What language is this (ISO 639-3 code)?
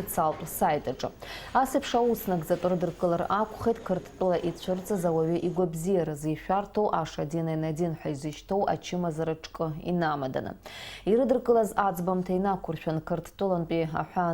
abk